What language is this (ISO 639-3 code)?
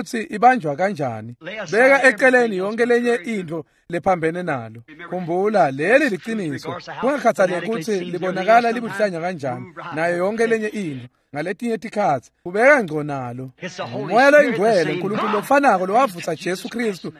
ssw